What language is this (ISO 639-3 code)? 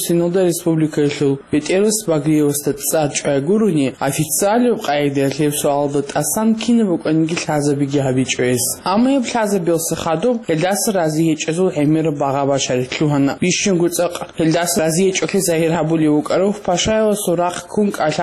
ava